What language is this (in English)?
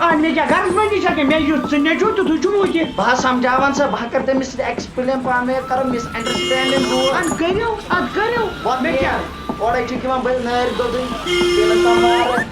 Kashmiri